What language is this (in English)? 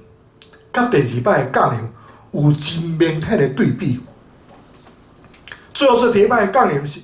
Min Nan Chinese